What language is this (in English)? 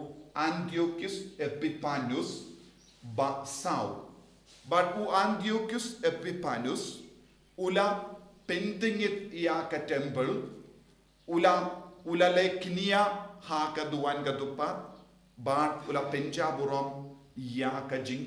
Khasi